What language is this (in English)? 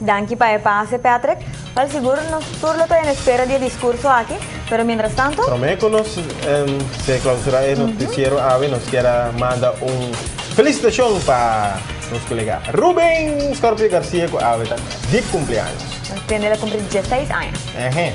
Papiamento